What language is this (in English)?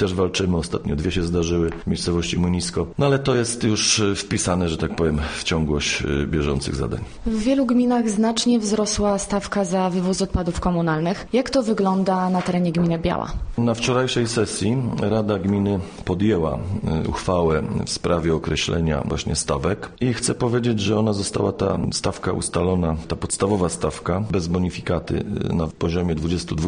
Polish